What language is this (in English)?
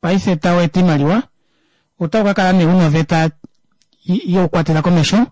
Kuanyama